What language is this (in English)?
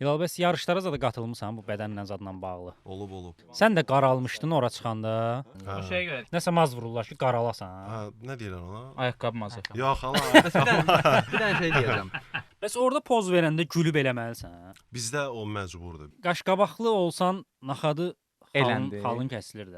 Azerbaijani